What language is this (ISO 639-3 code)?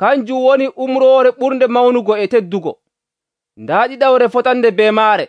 fuv